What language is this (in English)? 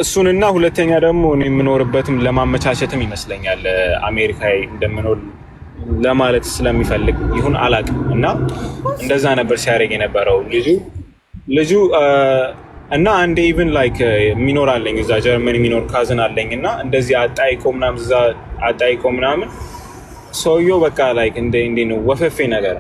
Amharic